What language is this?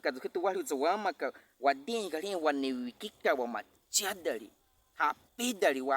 Baniwa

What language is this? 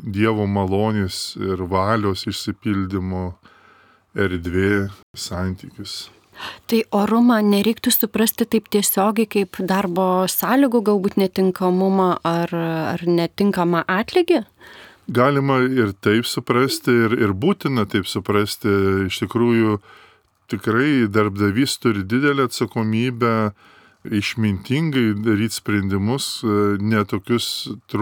Lithuanian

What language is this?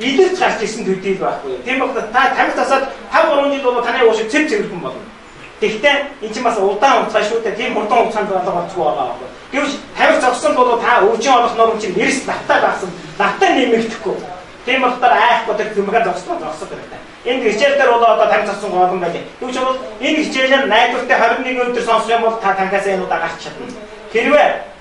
Mongolian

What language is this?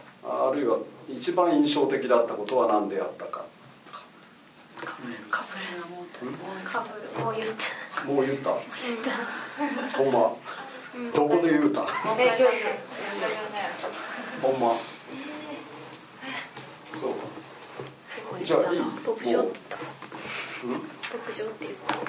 Japanese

